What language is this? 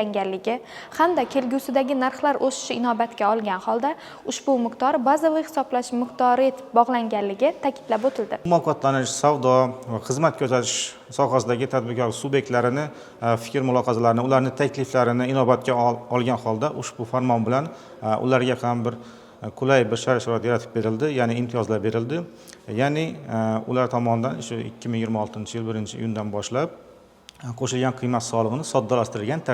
Uzbek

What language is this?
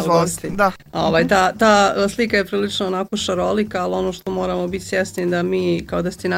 Bosnian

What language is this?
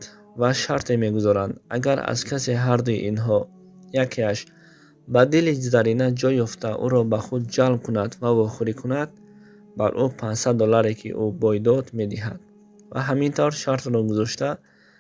Tajik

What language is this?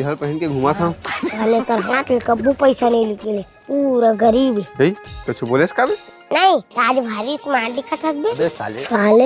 Chhattisgarhi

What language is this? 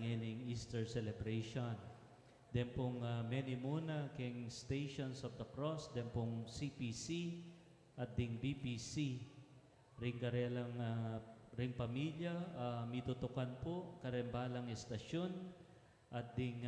Pampanga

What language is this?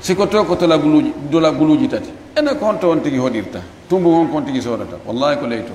Fula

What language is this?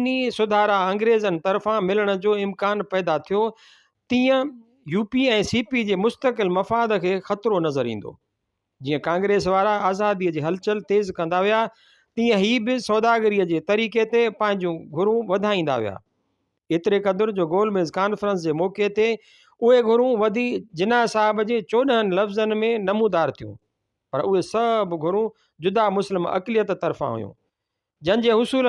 Sindhi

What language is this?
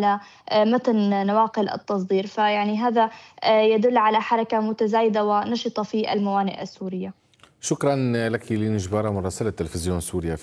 Arabic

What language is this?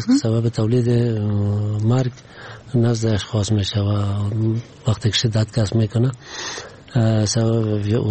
Persian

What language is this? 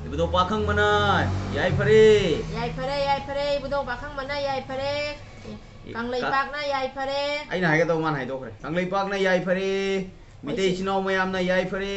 Manipuri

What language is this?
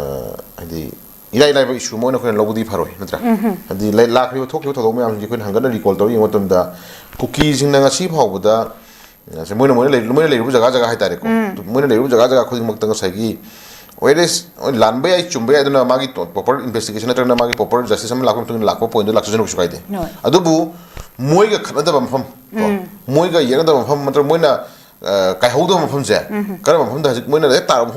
Manipuri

